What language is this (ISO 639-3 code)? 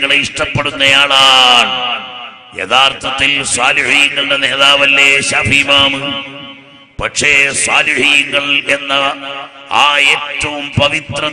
mal